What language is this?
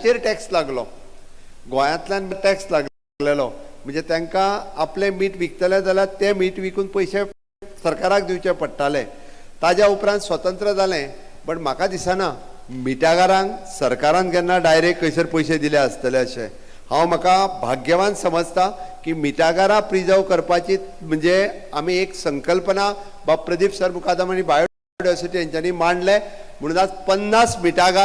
Konkani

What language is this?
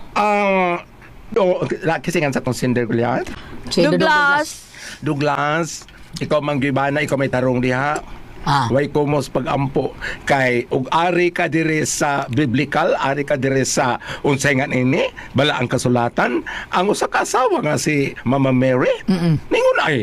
Cebuano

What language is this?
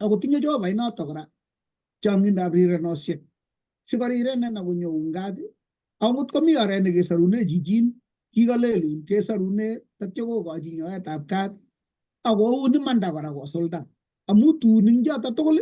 Kalenjin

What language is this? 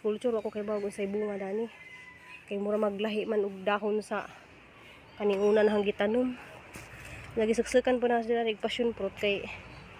Cebuano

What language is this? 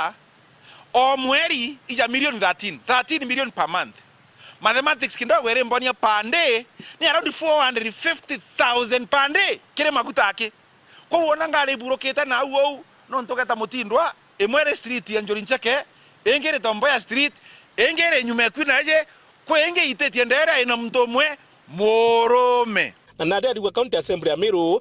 Meru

